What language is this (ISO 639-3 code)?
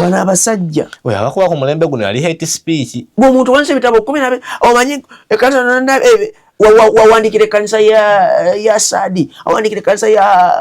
lug